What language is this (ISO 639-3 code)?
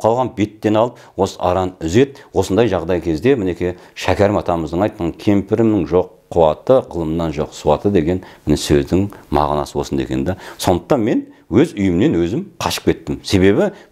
kaz